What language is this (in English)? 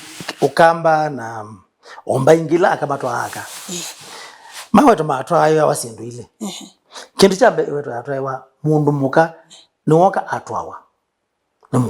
Kamba